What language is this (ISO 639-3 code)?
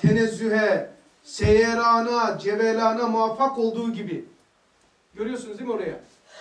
tur